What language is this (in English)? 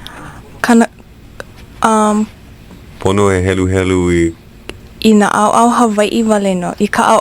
Hawaiian